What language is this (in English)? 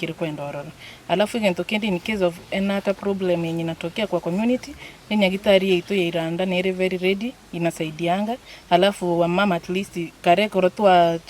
Gusii